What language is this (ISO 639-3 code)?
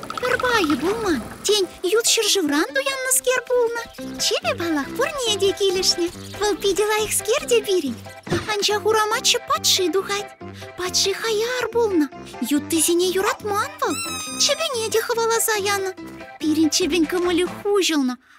chv